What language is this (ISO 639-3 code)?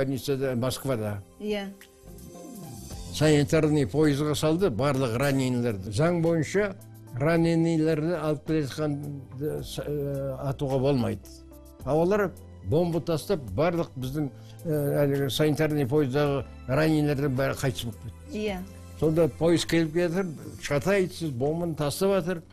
kaz